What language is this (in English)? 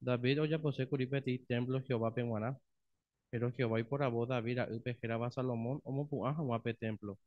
Guarani